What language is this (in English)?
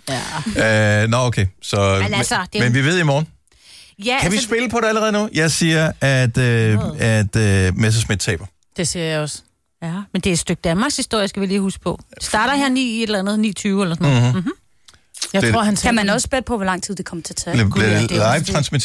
Danish